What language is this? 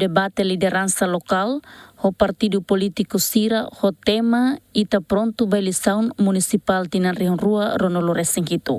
Tetum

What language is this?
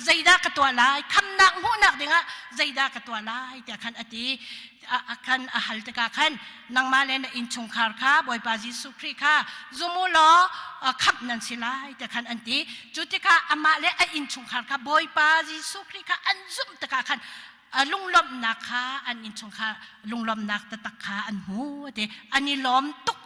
Hakha Chin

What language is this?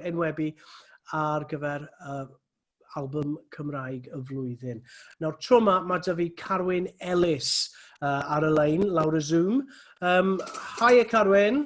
Welsh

